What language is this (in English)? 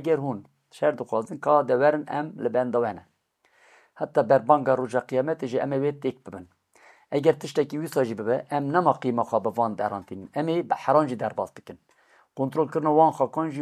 Kurdish